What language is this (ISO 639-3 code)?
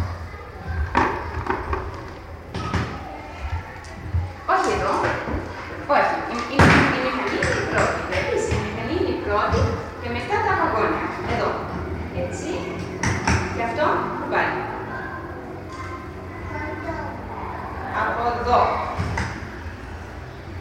ell